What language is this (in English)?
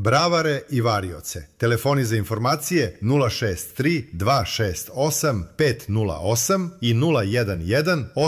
Serbian